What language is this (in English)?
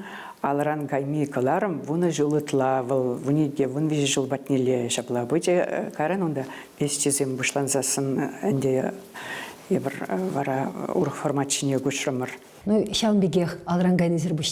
Chuvash